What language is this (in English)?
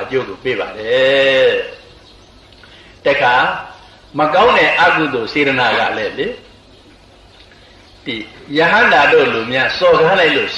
Burmese